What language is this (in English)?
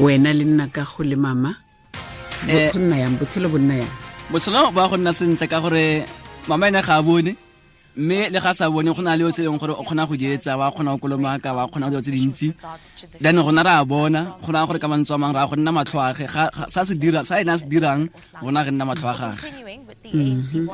Tswana